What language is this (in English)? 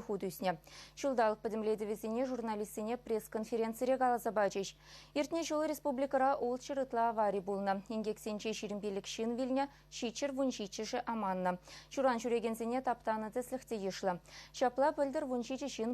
Chuvash